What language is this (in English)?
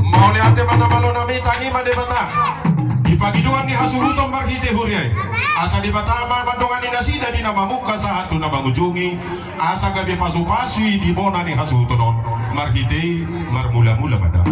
Batak Toba